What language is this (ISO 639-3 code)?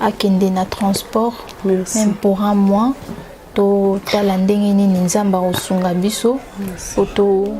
lin